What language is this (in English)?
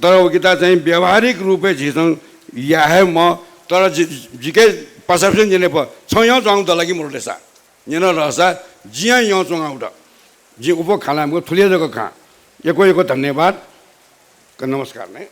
Newari